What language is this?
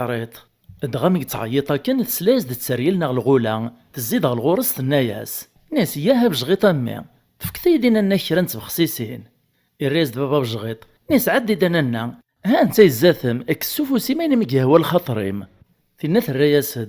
Kabyle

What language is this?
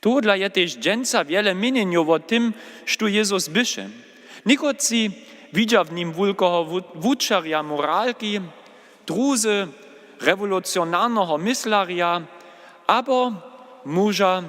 Upper Sorbian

